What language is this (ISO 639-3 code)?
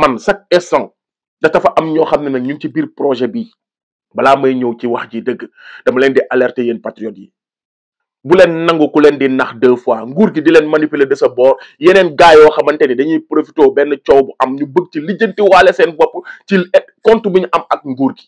wol